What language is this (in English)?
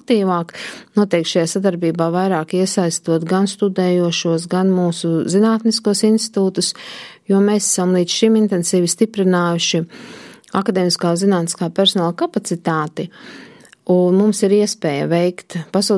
Latvian